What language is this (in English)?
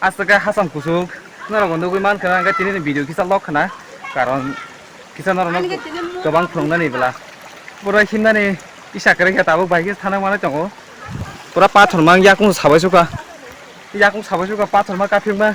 Kok Borok